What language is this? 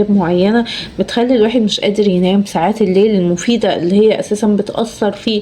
Egyptian Arabic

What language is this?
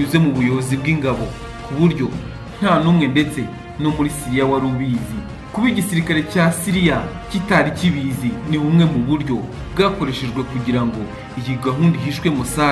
Kinyarwanda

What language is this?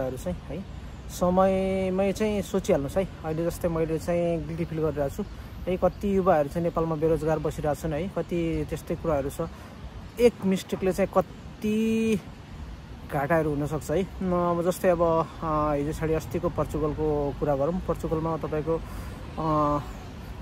Nepali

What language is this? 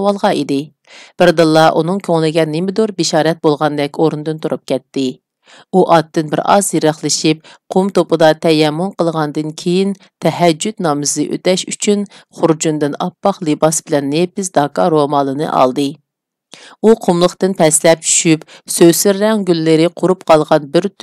Uyghur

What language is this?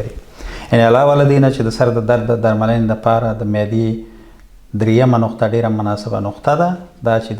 Pashto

